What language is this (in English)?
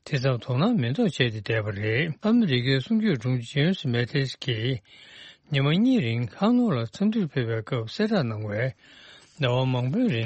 Tibetan